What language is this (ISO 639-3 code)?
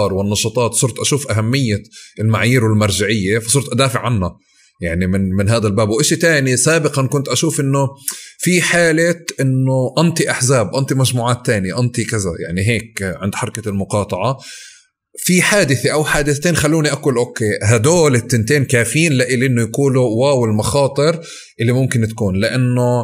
apc